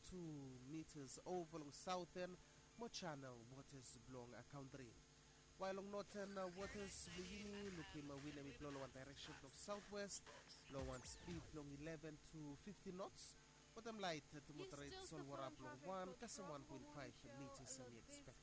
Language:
Bislama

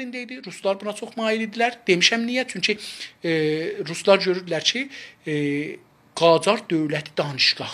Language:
South Azerbaijani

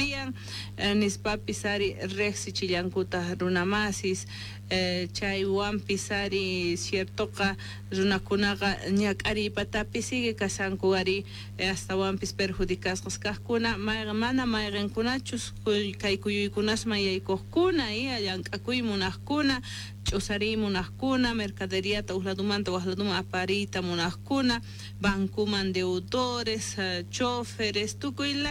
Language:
Quechua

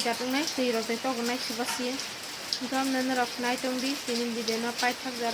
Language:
Kok Borok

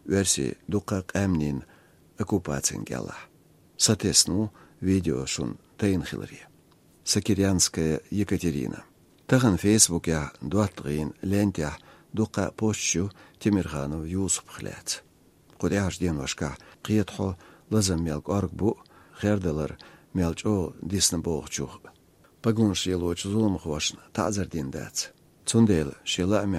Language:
Chechen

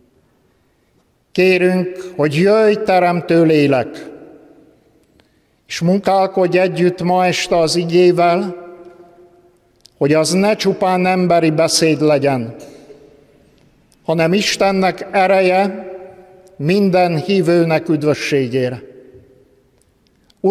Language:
Hungarian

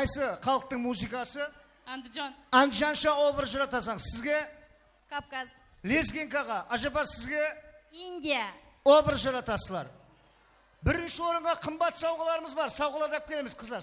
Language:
Kara-Kalpak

